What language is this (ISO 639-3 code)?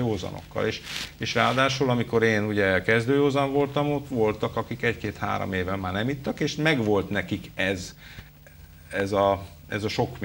hun